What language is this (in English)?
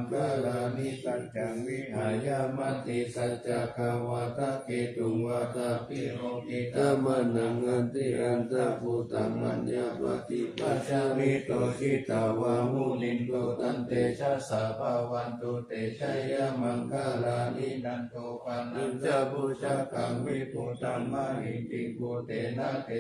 Pali